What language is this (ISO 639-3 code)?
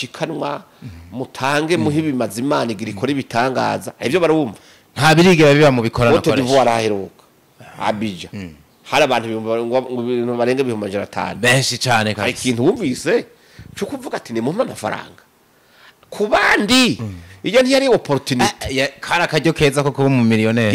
run